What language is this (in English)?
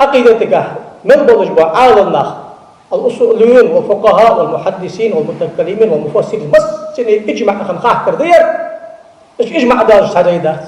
Ingush